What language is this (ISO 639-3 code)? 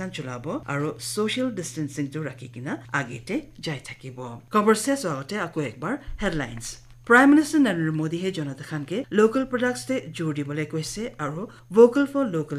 nag